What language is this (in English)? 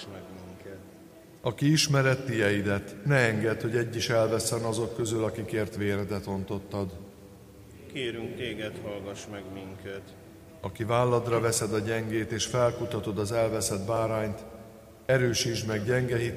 Hungarian